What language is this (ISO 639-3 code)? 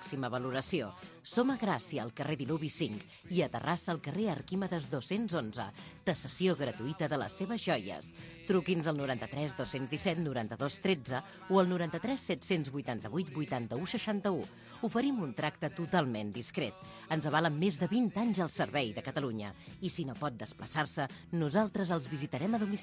cat